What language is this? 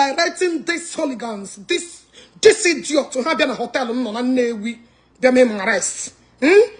Igbo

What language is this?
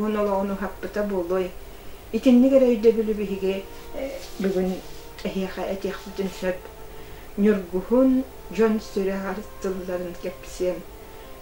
Yakut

